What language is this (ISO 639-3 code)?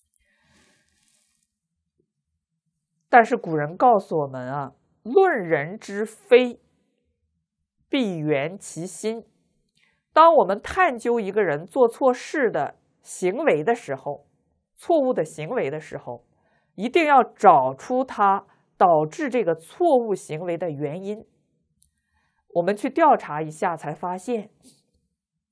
zho